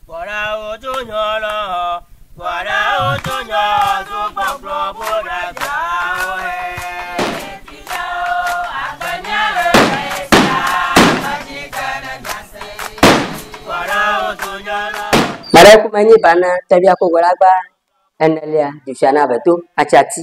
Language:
Ewe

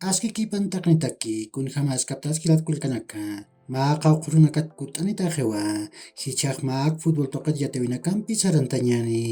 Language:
Aymara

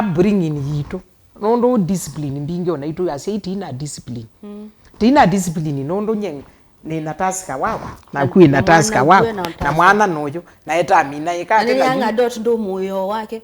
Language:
Kamba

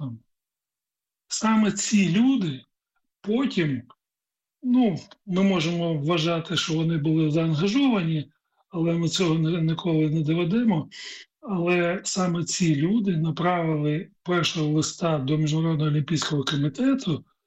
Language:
Ukrainian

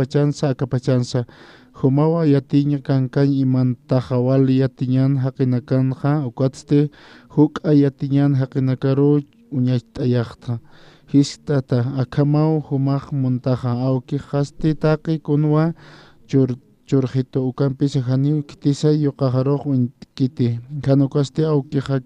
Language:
Aymara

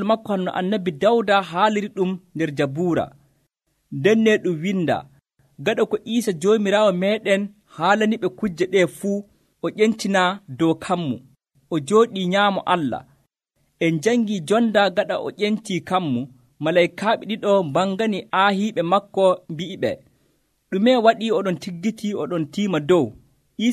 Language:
Nigerian Fulfulde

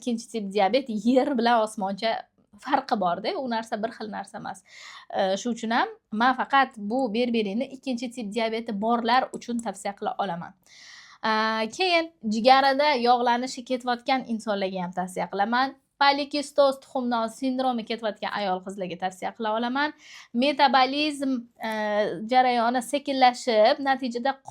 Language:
Uzbek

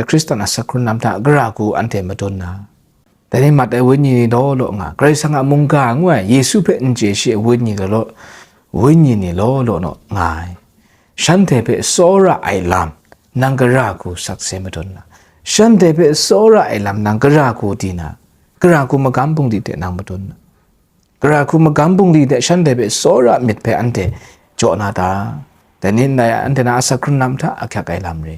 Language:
Kachin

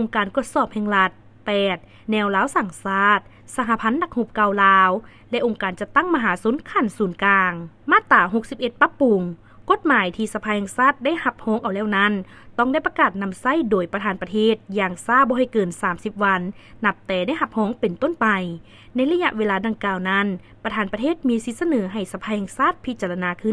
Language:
Lao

